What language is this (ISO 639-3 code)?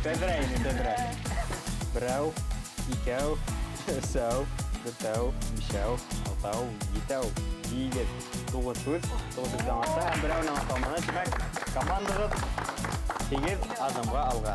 bak